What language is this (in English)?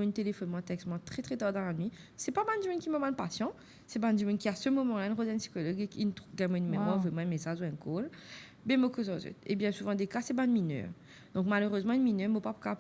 Morisyen